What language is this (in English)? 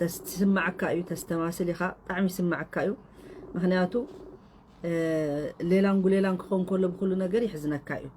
Tigrinya